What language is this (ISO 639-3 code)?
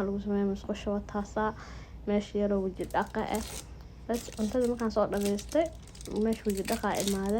som